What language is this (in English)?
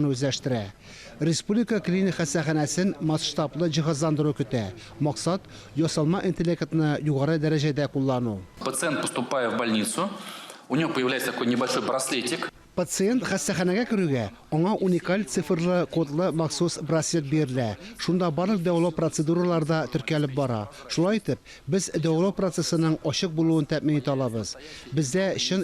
Tatar